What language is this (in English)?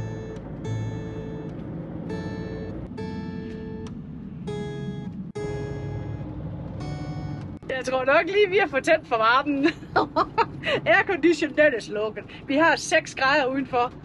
Danish